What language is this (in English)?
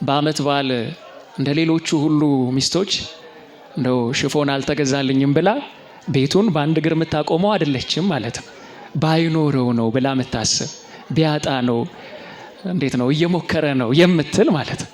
Amharic